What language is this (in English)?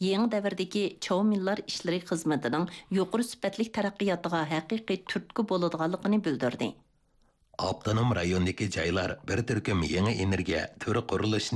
Uyghur